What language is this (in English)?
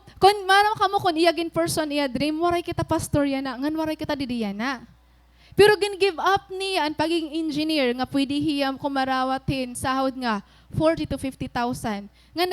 Waray